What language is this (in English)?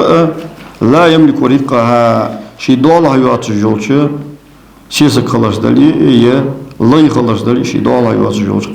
Ingush